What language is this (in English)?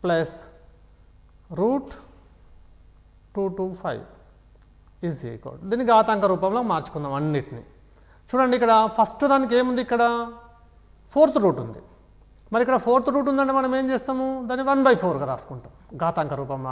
Telugu